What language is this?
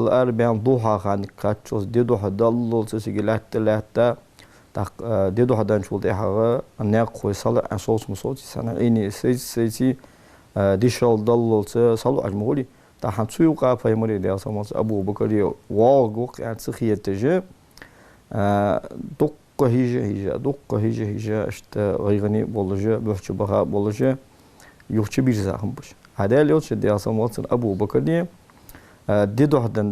Ingush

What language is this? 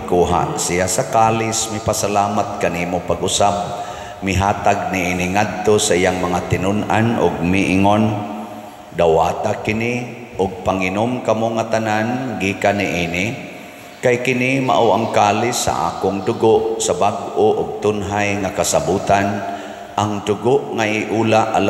Cebuano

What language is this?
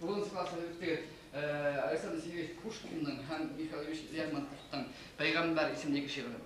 Bashkir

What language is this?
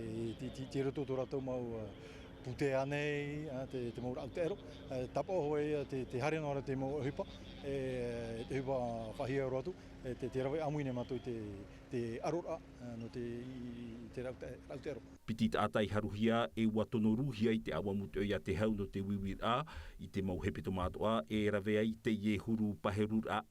Tahitian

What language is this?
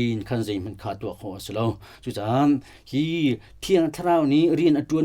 Hakha Chin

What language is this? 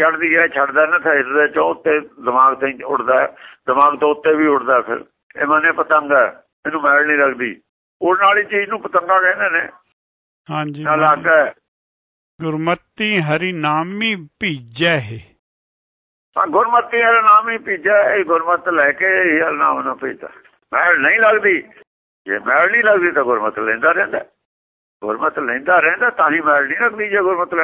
Punjabi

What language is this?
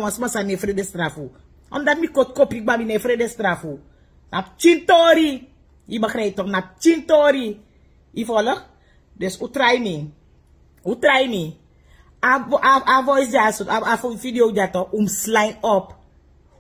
Sranan Tongo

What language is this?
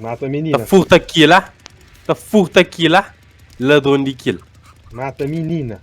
Kabuverdianu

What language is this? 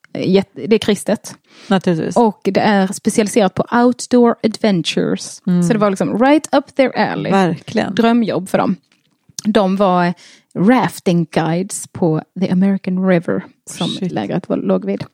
Swedish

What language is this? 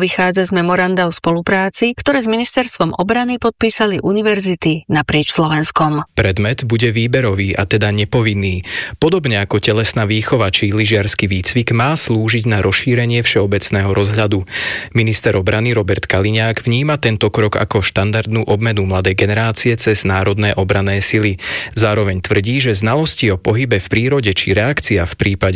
Slovak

